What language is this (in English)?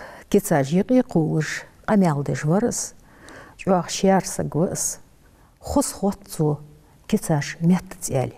Ingush